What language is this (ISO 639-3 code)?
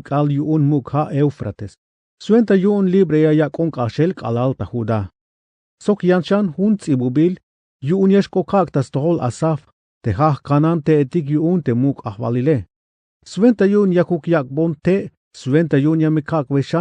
tzh